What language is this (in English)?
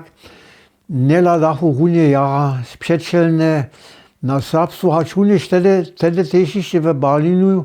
Upper Sorbian